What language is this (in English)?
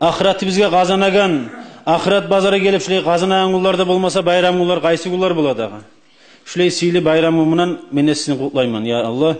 Kumyk